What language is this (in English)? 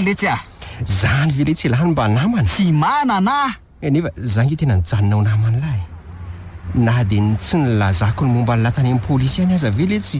Malagasy